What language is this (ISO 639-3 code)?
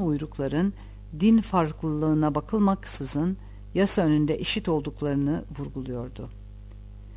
tur